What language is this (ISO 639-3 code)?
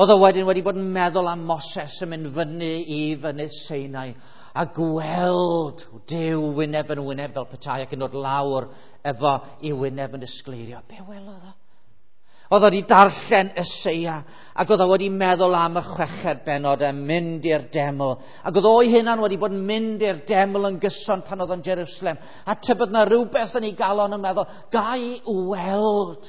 cym